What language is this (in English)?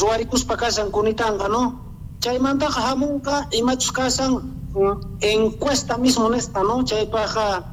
Quechua